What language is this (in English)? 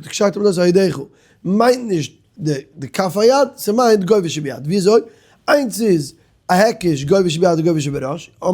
Yiddish